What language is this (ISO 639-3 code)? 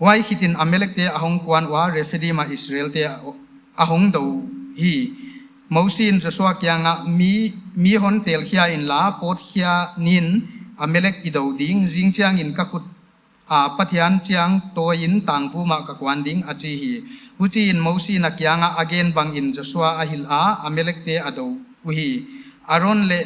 pck